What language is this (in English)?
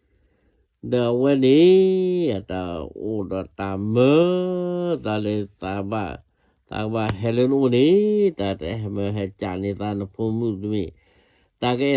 S'gaw Karen